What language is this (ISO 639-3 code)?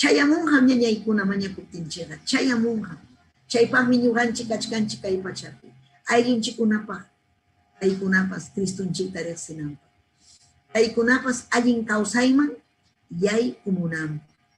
quy